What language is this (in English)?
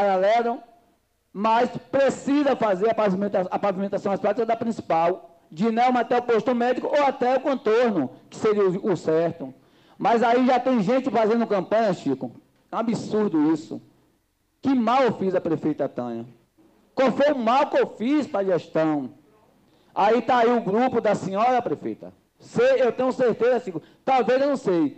Portuguese